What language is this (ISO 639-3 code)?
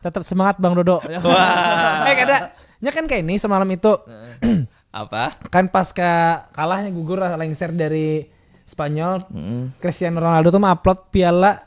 bjn